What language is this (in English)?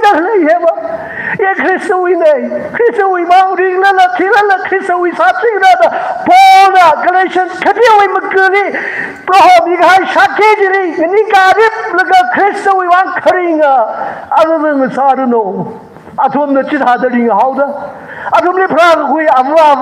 Tangkhul Naga (India)